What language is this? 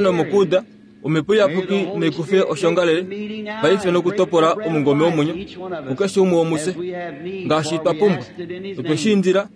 Kuanyama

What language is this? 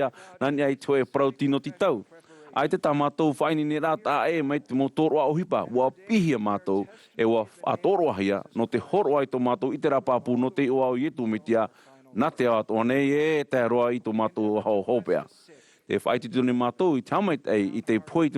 Tahitian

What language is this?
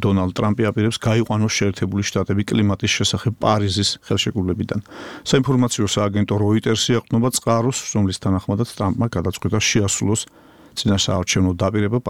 Georgian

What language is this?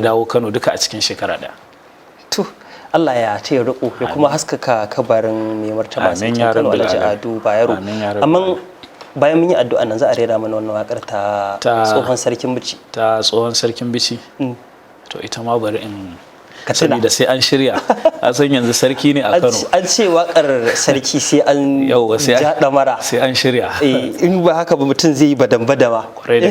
Hausa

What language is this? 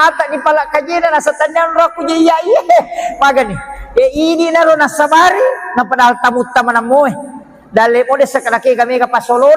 Buginese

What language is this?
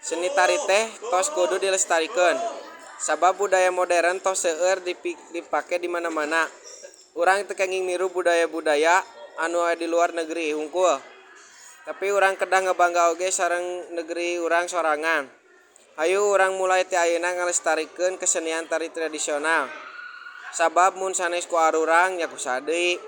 Sundanese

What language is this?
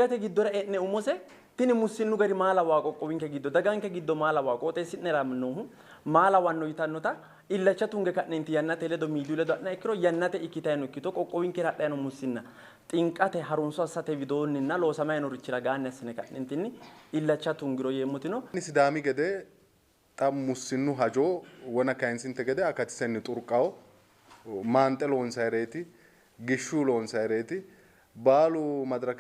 Sidamo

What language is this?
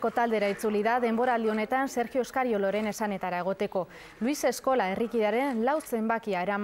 Basque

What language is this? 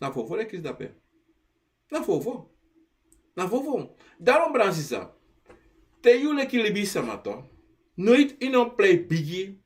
Sranan Tongo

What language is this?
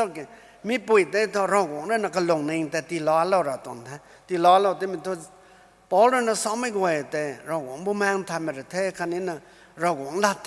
Rongmei Naga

